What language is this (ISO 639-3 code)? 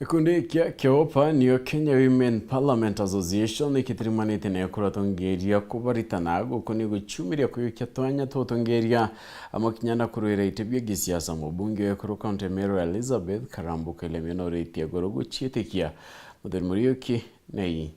mer